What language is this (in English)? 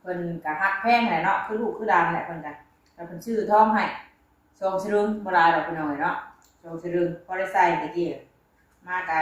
Northeastern Thai